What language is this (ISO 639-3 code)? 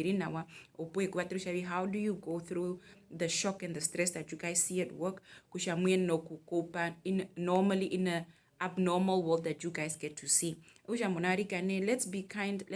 her